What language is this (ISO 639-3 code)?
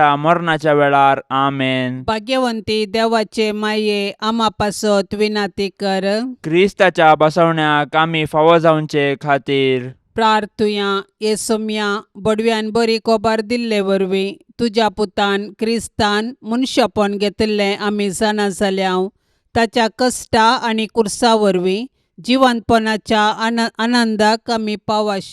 kok